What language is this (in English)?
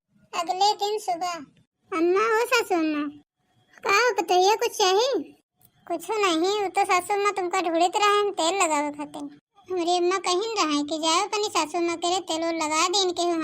Awadhi